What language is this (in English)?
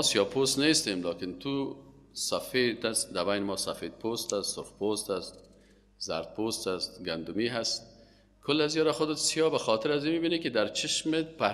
Persian